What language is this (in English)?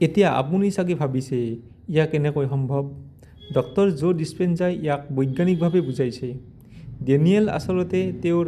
Assamese